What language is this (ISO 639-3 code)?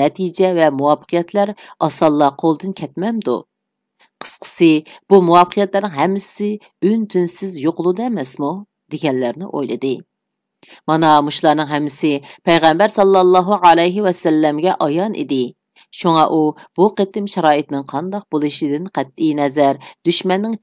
uig